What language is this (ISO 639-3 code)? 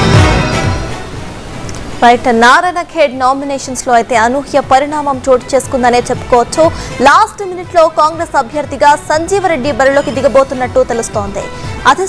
tel